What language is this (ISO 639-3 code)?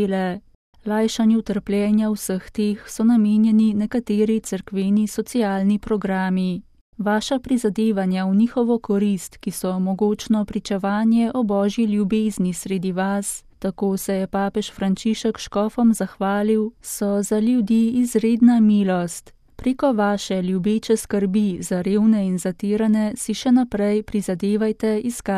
slv